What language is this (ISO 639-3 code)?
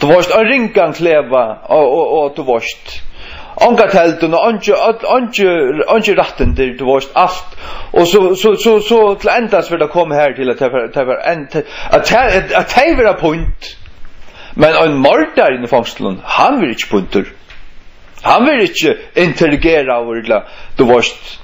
fao